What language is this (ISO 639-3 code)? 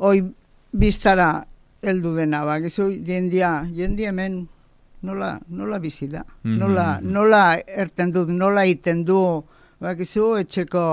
eus